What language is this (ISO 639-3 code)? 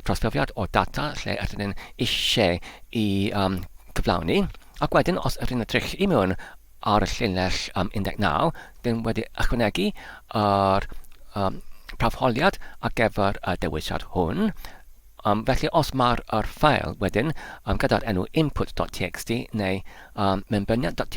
cym